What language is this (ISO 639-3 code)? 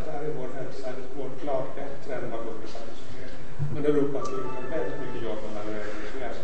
swe